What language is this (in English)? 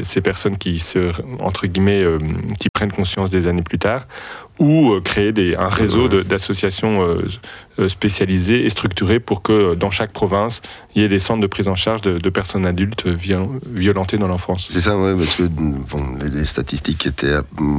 French